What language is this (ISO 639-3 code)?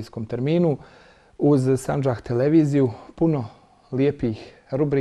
bos